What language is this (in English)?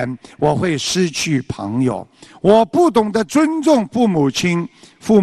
Chinese